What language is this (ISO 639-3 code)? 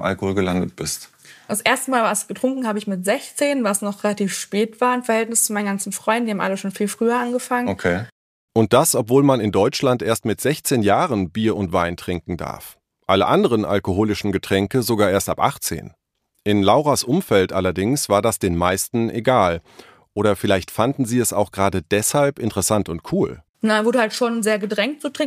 deu